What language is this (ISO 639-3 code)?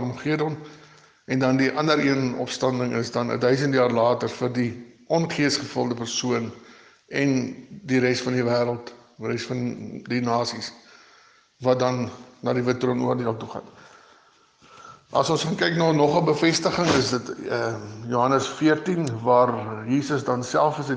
afr